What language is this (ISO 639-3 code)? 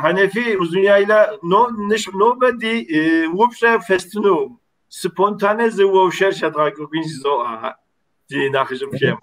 kbd